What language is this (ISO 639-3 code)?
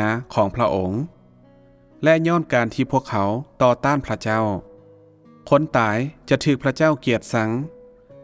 lao